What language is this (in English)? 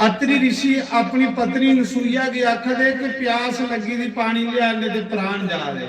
Dogri